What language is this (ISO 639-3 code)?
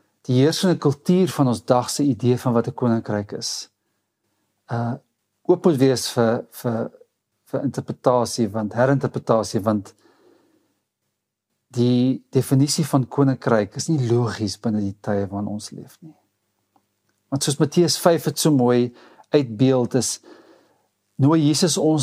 afr